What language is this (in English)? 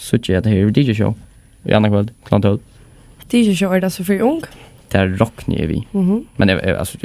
Faroese